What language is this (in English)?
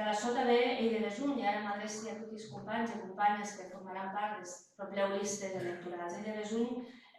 Occitan